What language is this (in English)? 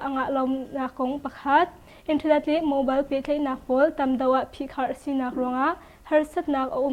Hakha Chin